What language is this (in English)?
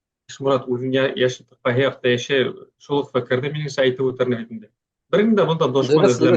Bashkir